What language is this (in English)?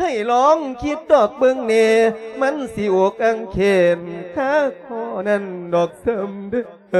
Lao